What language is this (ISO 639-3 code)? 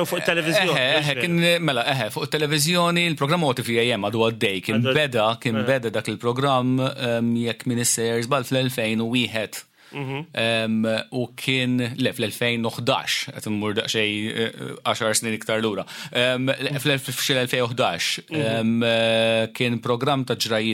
mlt